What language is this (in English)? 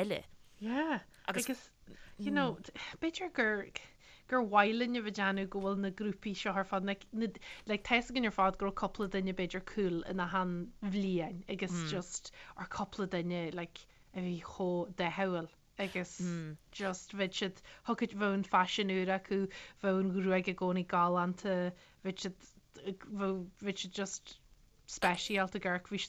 Irish